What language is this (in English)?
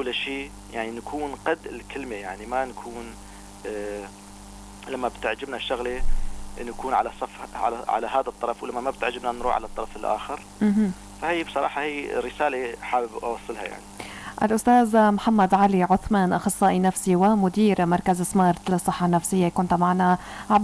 North Levantine Arabic